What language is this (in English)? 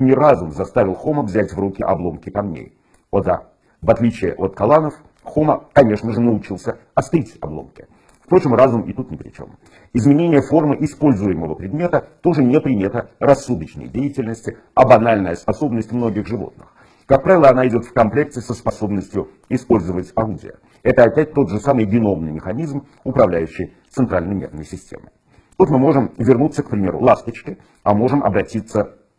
Russian